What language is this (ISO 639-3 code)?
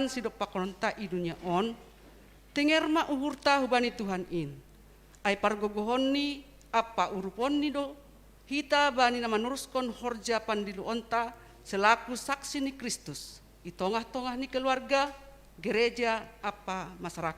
bts